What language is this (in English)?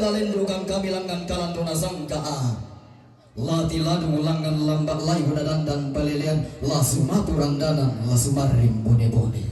Toraja-Sa'dan